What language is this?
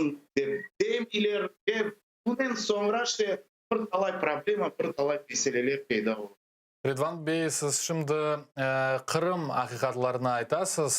Crimean Tatar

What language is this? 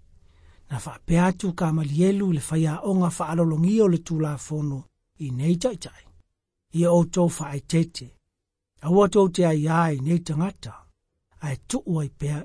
Samoan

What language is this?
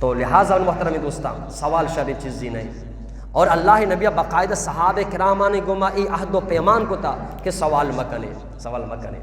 Eastern Balochi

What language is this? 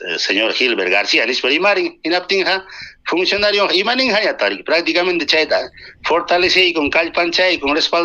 Ayacucho Quechua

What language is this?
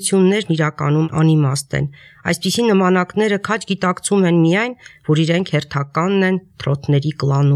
Armenian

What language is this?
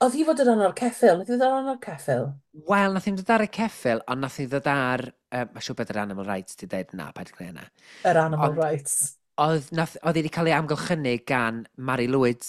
Welsh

